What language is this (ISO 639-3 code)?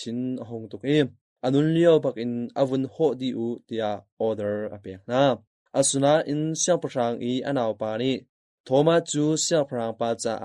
cnh